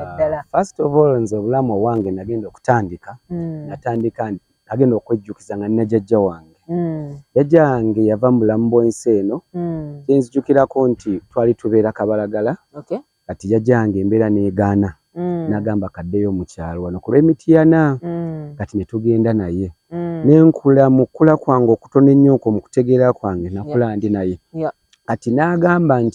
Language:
Ganda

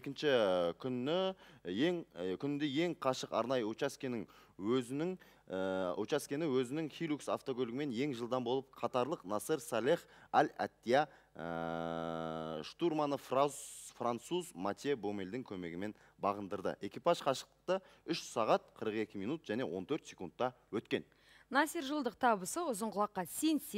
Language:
Kazakh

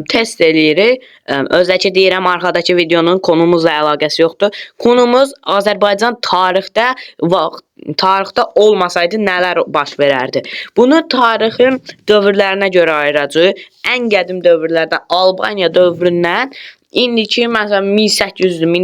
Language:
Azerbaijani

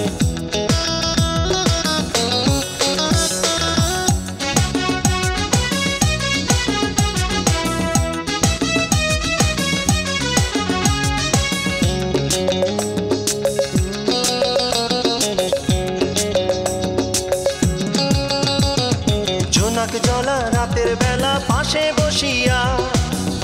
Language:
Bangla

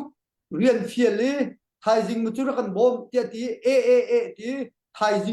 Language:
Hakha Chin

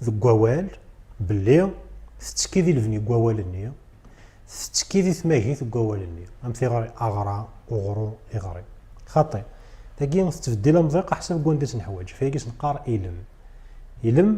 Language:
Kabyle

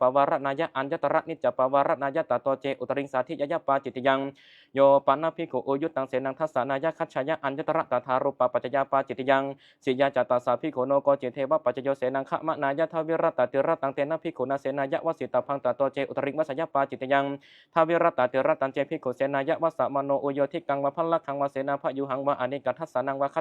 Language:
Pali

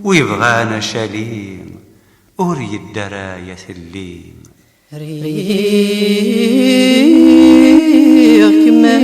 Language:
Kabyle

